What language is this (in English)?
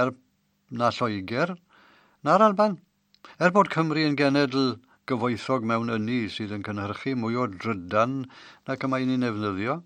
Welsh